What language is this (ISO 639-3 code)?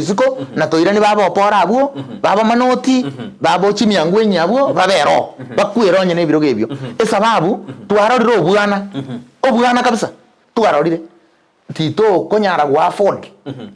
guz